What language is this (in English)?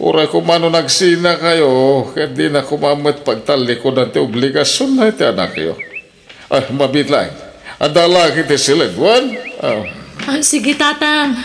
Iloko